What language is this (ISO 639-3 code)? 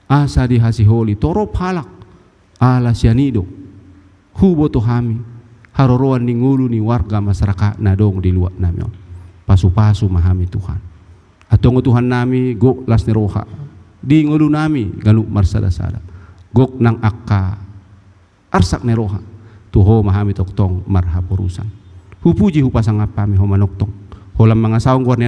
bbc